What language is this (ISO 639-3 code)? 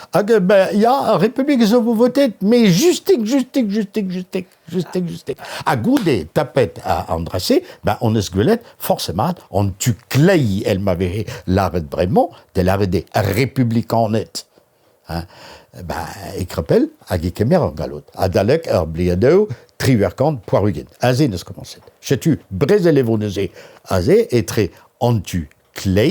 bre